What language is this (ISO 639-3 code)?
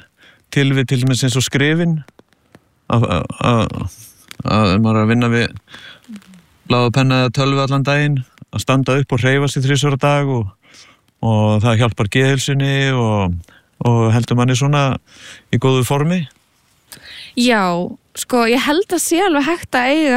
isl